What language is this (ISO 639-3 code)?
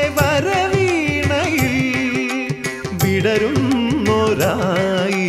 mal